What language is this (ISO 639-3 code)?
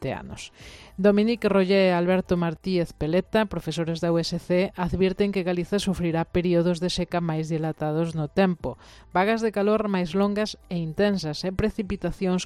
glg